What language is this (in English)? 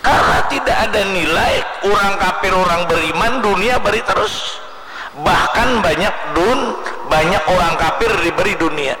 Banjar